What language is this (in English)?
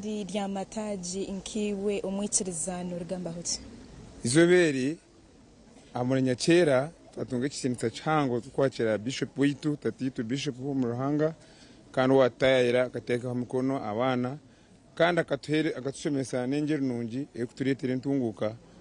Nyankole